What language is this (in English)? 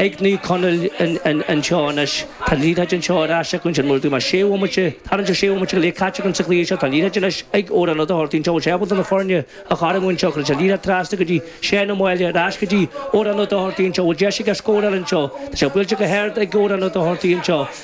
Irish